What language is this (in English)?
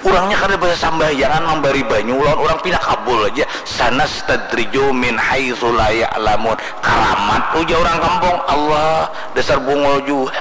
Banjar